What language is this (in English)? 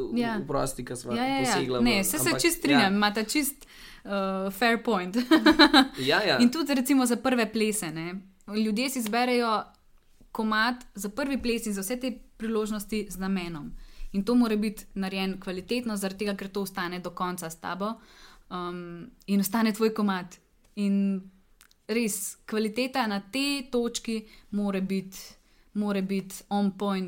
Slovenian